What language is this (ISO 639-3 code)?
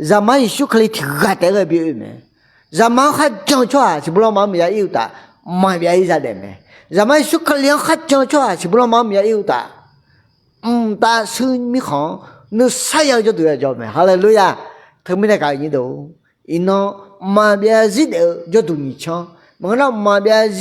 ahk